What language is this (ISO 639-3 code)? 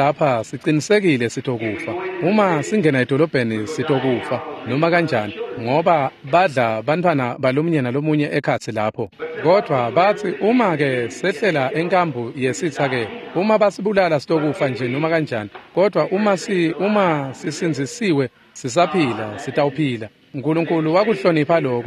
ssw